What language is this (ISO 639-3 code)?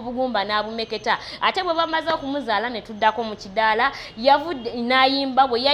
lug